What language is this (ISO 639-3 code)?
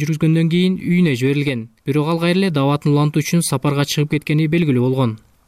kir